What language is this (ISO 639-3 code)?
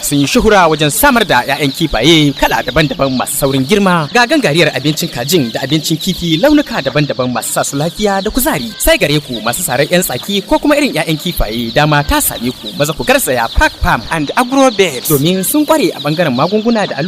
hau